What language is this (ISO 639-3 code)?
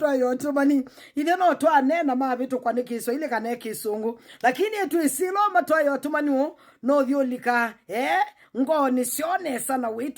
kam